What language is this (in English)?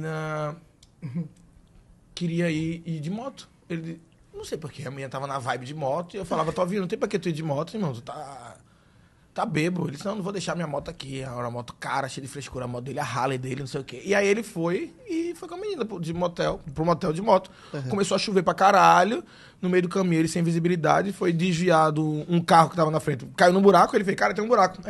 Portuguese